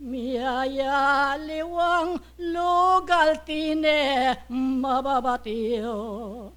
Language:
Pampanga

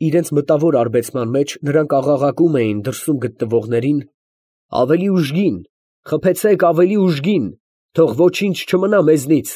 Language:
Armenian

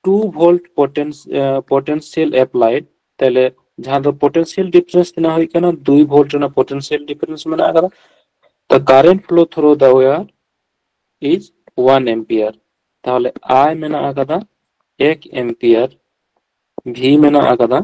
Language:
Santali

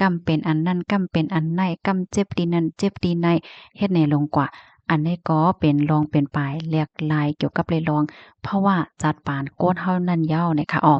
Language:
Shan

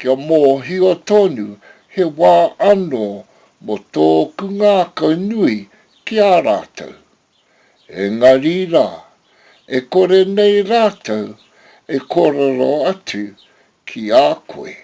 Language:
Māori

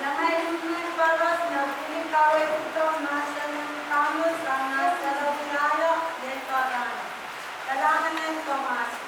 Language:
Pohnpeian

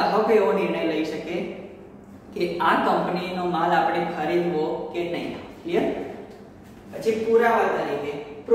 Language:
Gujarati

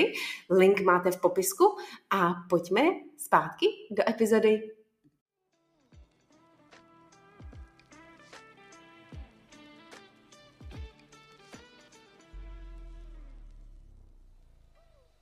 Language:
Czech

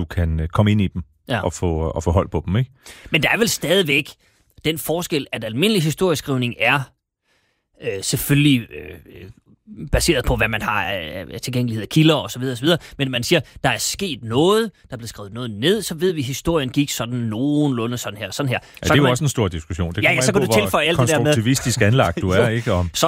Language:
Danish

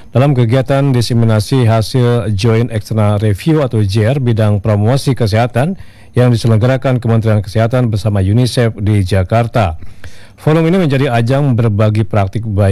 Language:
Indonesian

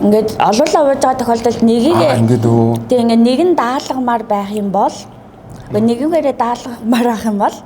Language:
Mongolian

